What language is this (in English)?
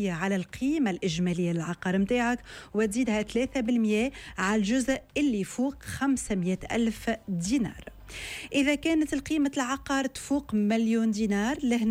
Tunisian Arabic